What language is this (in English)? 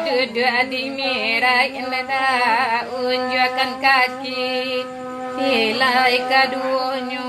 Minangkabau